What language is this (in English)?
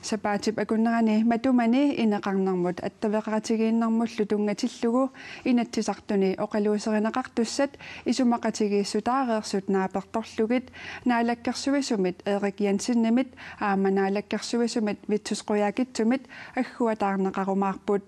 Kalaallisut